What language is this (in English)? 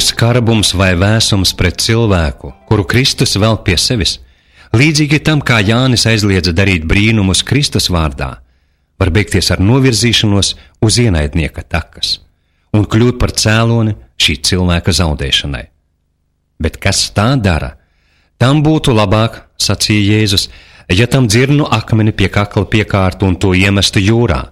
Latvian